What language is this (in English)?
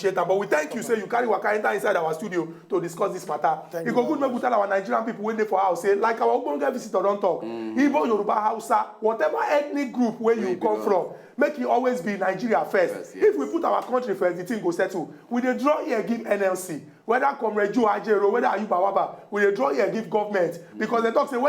Nigerian Pidgin